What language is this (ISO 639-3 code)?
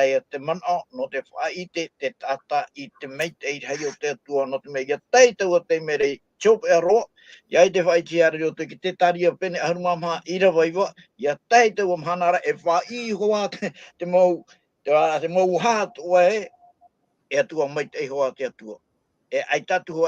tah